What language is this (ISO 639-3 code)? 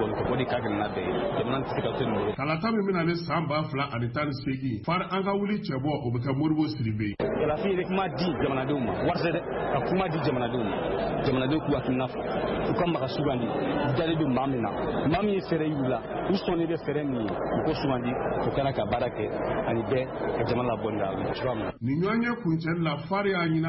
bam